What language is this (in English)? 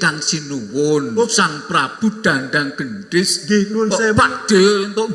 Javanese